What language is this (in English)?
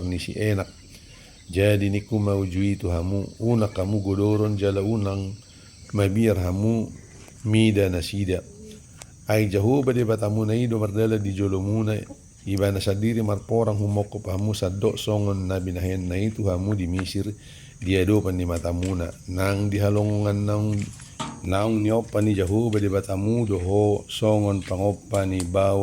Batak Toba